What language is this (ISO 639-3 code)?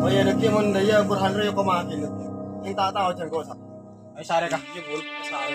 mad